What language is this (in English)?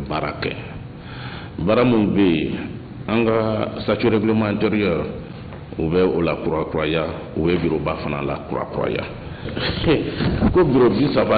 Bambara